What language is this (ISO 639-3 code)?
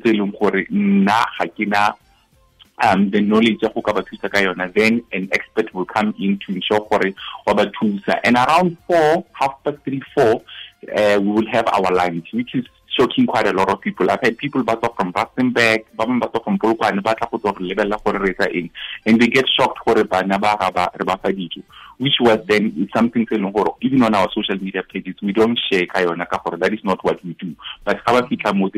tsn